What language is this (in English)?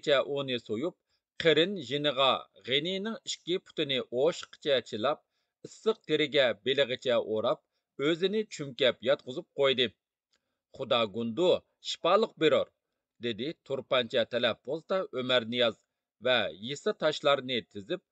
Uyghur